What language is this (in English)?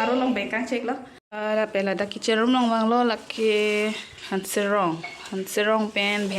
Karbi